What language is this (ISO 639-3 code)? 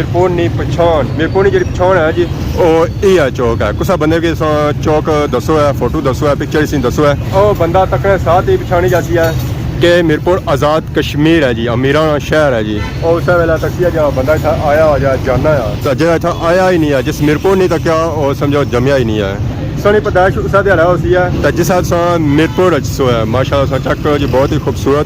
phr